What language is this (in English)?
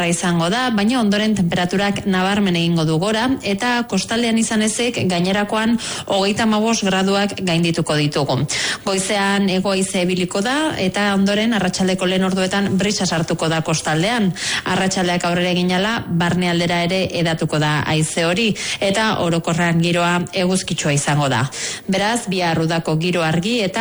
Basque